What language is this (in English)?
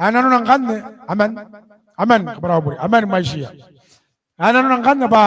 Gilbertese